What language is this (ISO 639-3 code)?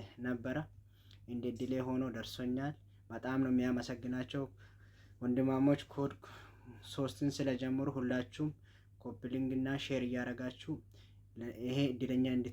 amh